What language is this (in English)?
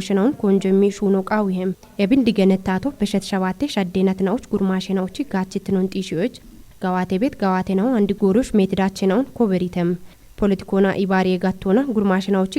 Kafa